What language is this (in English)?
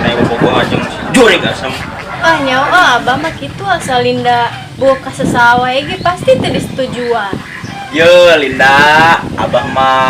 Sundanese